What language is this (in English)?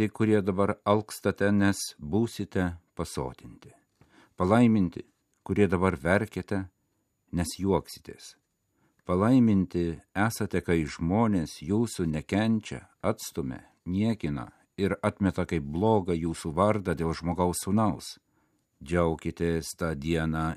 Lithuanian